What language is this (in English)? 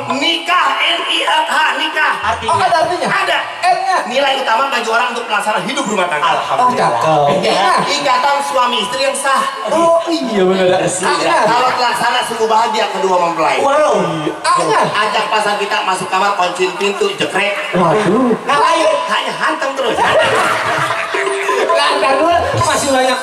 Betawi